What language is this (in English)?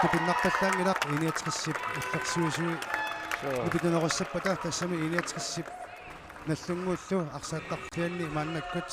Kalaallisut